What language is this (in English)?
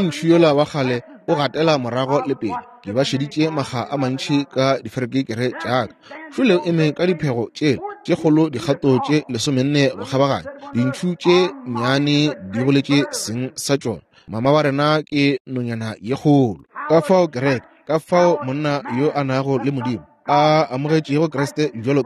Northern Sotho